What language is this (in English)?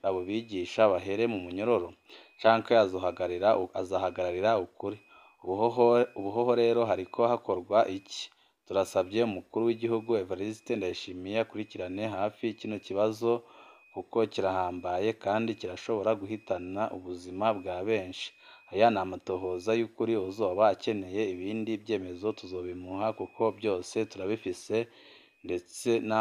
Rundi